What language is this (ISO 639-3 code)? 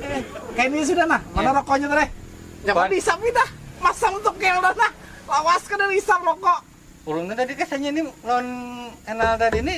bjn